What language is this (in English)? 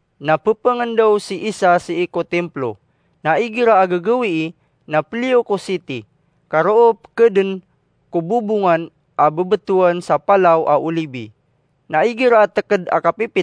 Maranao